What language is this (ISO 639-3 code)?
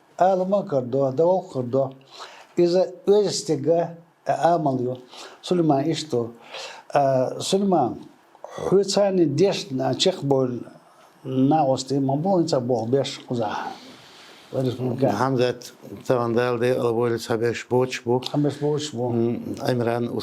che